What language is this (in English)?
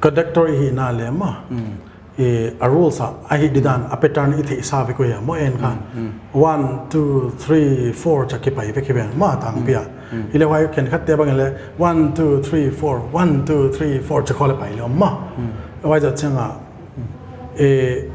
Paite Chin